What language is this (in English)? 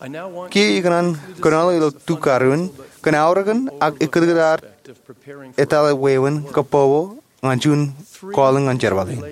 Marshallese